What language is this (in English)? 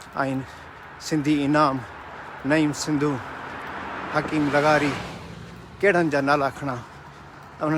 Sindhi